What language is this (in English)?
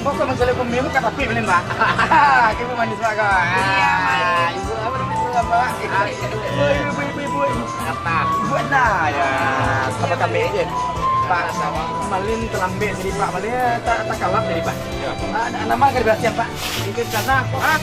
Minangkabau